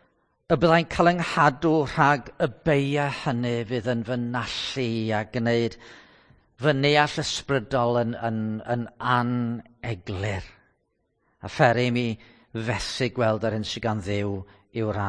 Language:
Welsh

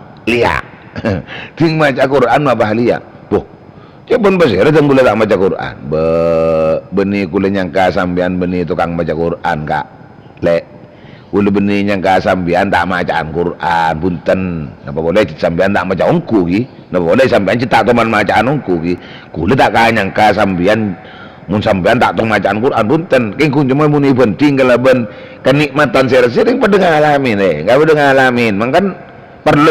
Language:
Madurese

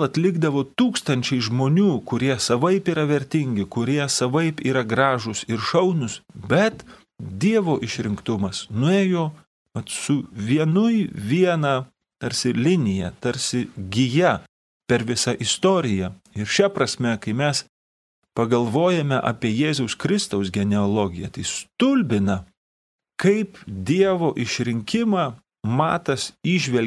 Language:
Lithuanian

